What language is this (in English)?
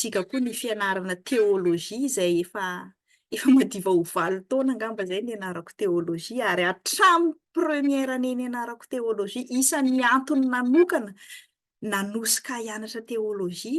Malagasy